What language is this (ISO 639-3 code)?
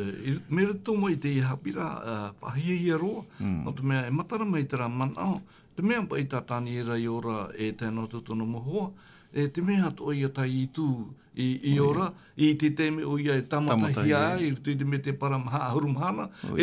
tah